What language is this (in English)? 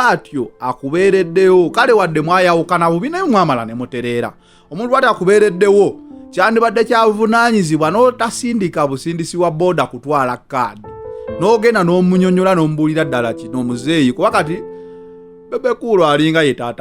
Ganda